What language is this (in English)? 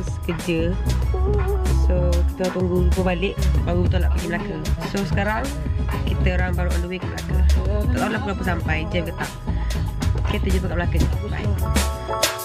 Malay